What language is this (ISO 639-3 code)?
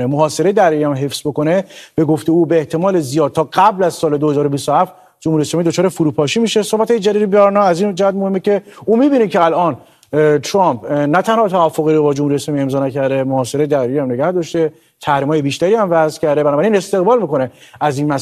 fas